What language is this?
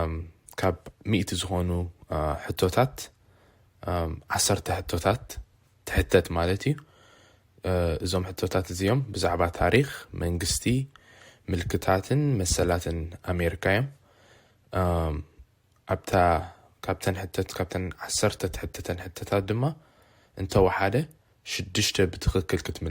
Tigrinya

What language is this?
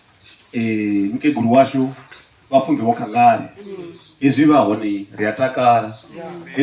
Venda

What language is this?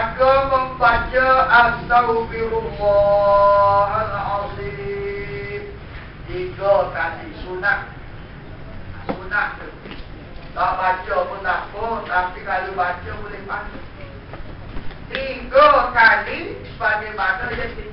Malay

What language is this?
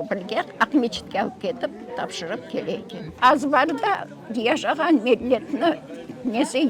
Crimean Tatar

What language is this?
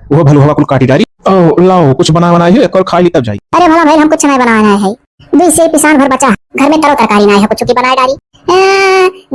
Awadhi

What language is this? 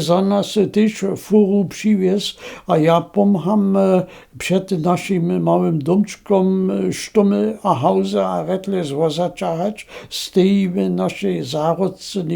Upper Sorbian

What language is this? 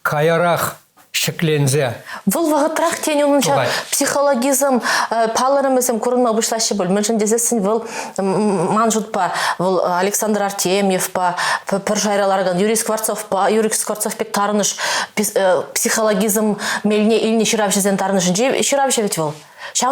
Chuvash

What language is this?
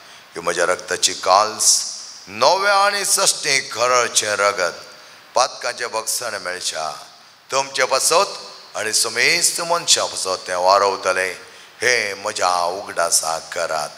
Konkani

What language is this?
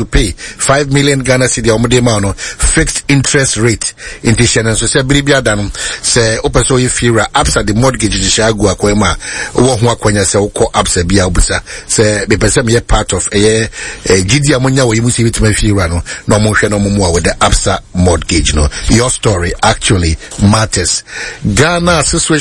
Akan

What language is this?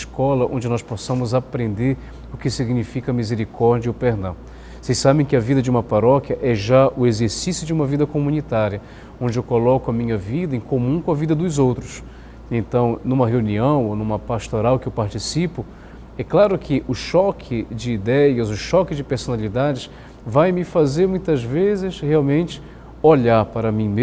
Portuguese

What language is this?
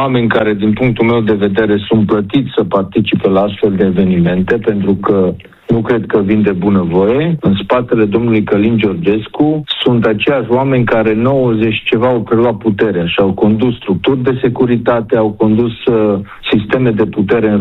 Romanian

